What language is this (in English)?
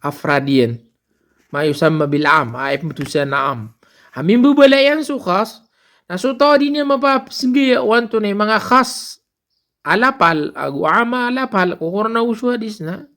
Maranao